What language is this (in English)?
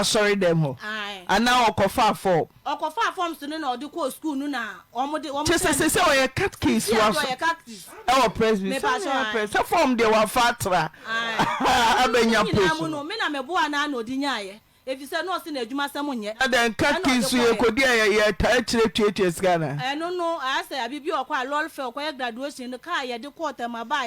Akan